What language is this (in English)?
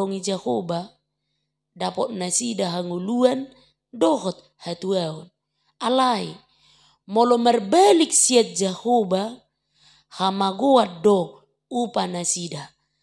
Batak Toba